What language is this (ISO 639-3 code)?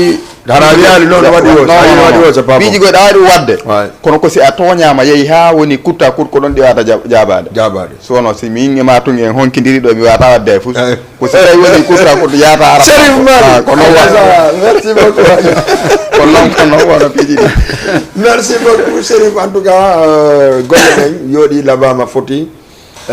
ful